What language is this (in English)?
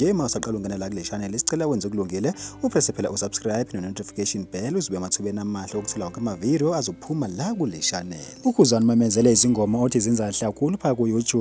Zulu